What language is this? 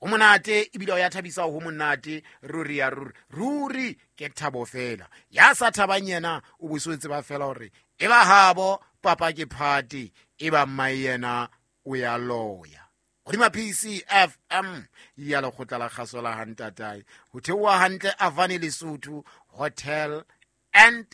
Southern Sotho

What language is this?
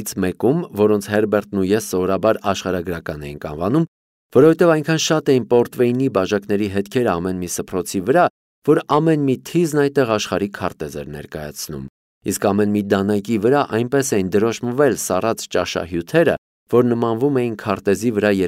Armenian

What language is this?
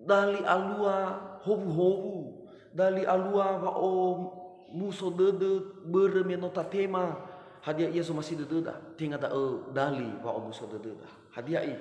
Nias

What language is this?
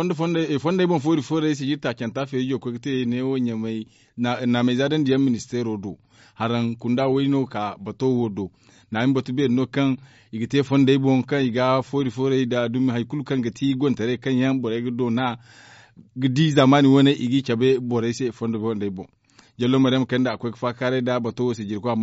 Zarma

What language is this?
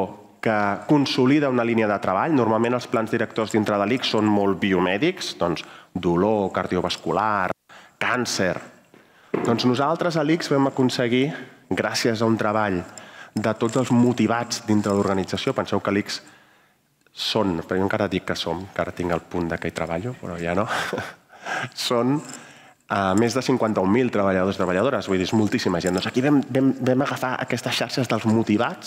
Catalan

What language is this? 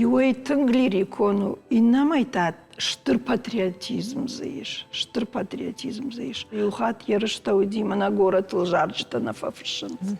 Ossetic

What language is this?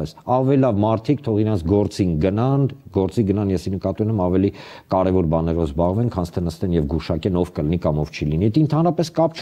Armenian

